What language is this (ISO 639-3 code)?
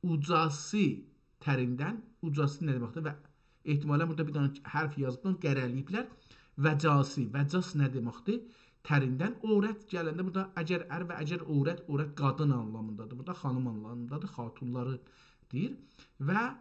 azb